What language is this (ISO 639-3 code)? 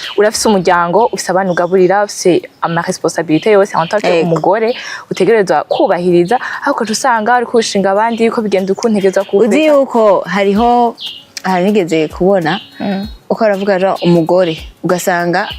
run